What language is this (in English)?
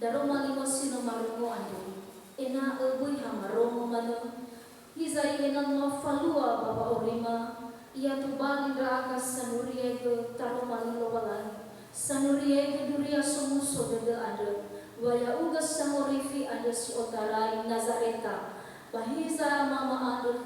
Nias